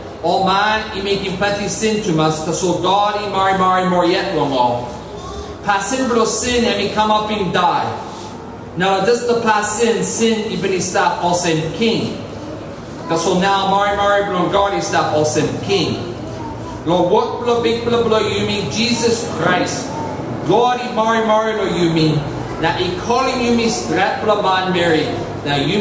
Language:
Tok Pisin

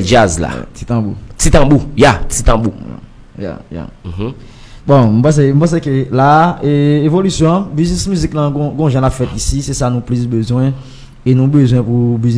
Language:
Haitian Creole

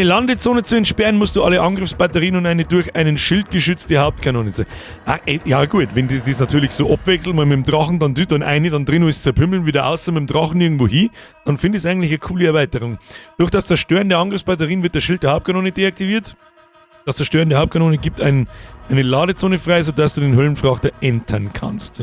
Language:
Bavarian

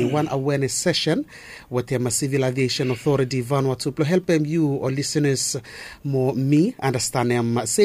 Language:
Bislama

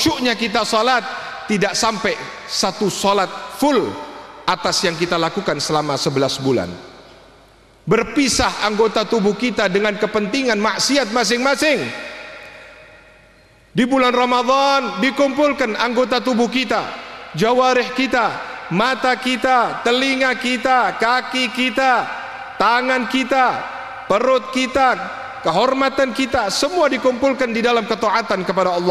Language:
Indonesian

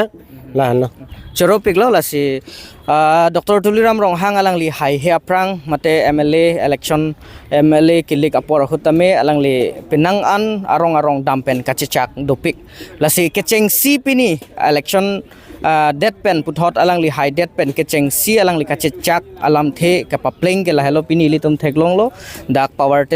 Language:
Karbi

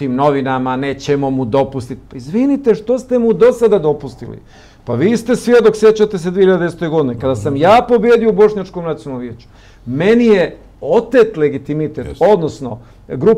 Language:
Bosnian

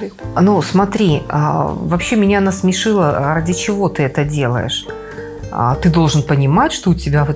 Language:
Russian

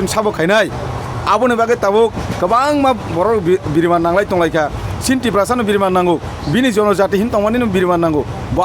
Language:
Kok Borok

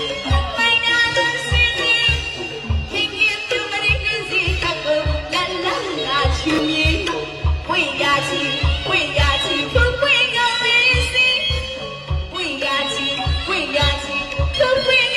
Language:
Burmese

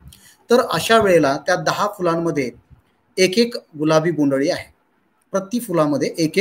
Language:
Marathi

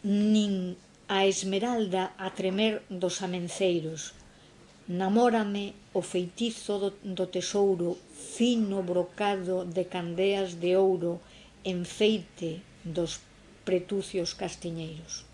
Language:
Galician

